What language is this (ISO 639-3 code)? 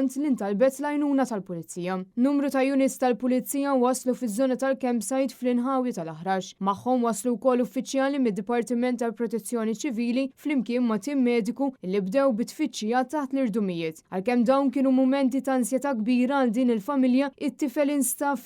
mlt